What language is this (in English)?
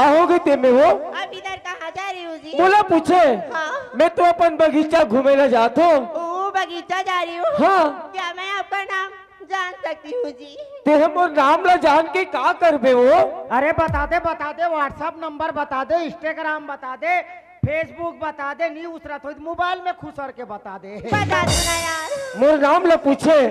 Chhattisgarhi